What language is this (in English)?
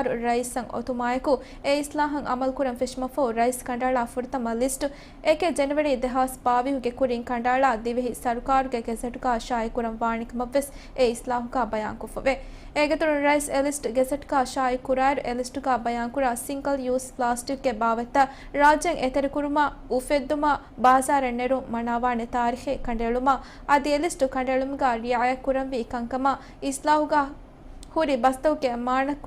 Divehi